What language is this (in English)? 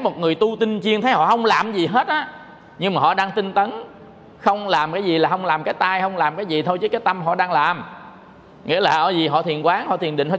Vietnamese